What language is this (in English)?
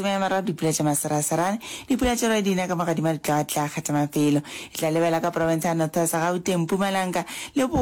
Northern Sotho